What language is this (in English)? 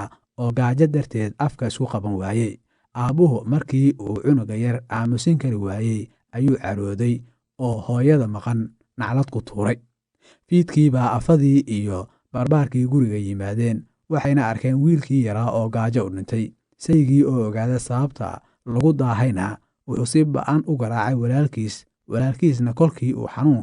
Somali